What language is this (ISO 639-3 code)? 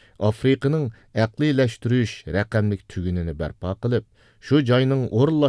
uig